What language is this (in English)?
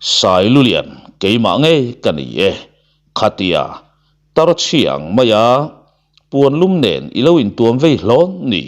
Mizo